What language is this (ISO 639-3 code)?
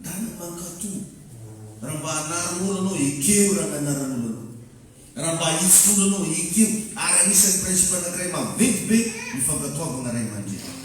mlg